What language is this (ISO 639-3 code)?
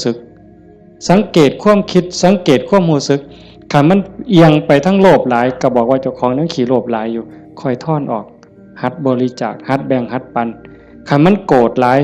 tts